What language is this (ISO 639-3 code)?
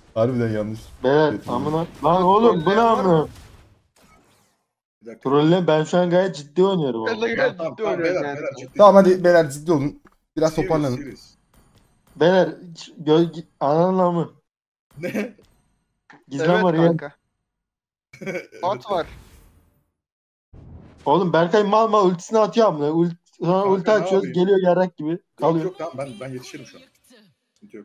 tur